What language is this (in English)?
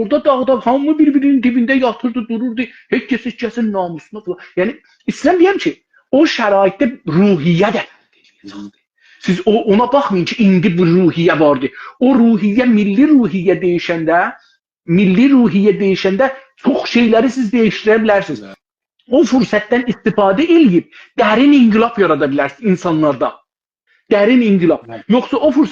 South Azerbaijani